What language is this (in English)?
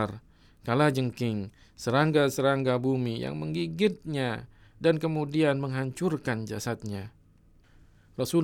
Indonesian